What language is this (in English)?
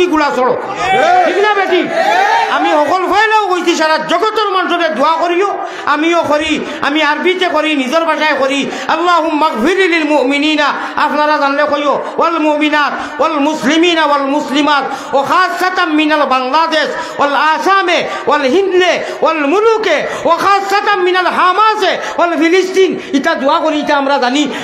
Sylheti